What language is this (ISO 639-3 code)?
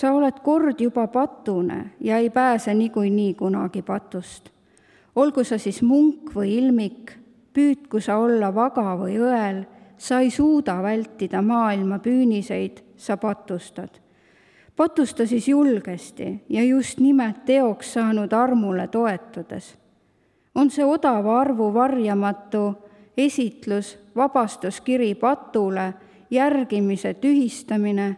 est